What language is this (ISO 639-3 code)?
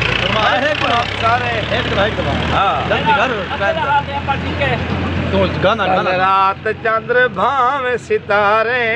skr